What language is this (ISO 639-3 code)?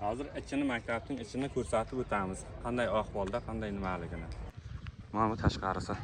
uzb